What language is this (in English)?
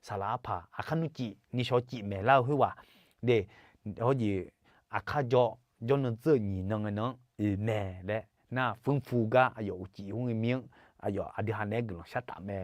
Akha